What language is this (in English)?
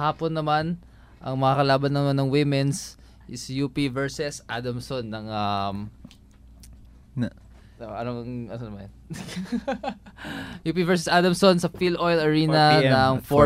Filipino